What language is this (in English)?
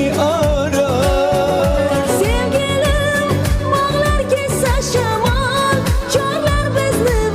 Kara-Kalpak